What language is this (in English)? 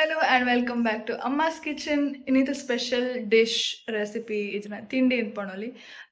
Tulu